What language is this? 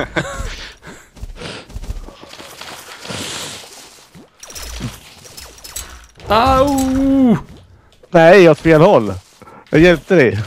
Swedish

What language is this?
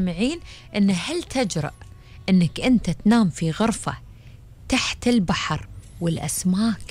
Gulf Arabic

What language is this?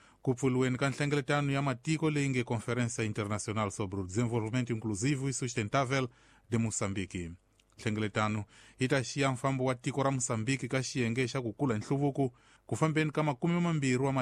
Tsonga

